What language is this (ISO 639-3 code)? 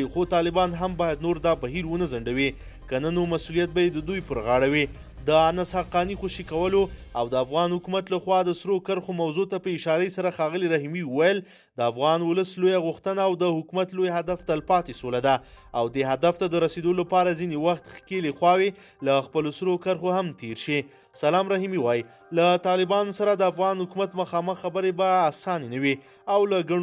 pus